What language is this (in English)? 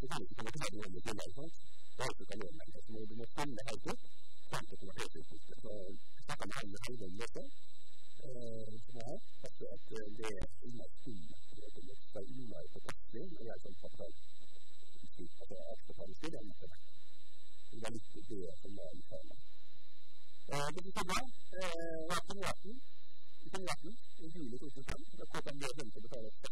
Norwegian